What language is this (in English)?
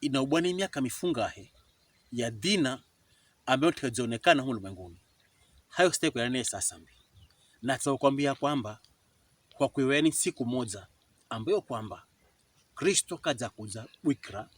Pokomo